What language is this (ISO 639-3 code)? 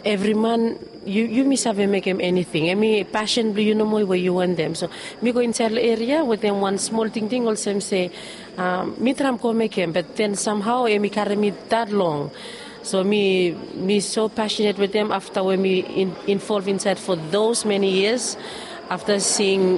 bis